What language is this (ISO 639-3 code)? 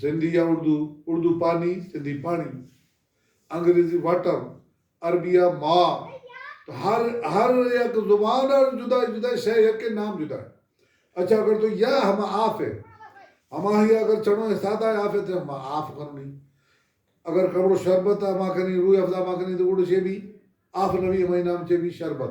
bal